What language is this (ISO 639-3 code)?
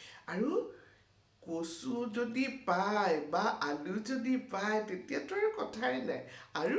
asm